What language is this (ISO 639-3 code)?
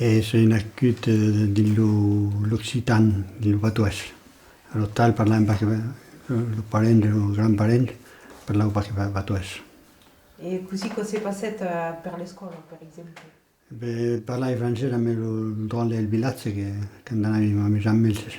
oci